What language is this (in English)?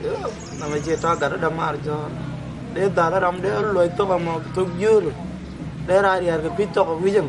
Nuer